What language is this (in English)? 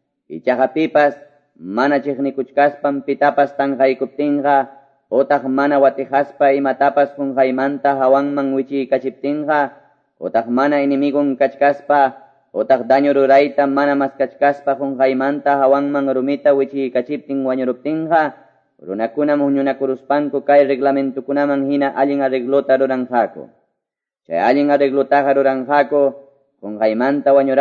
Quechua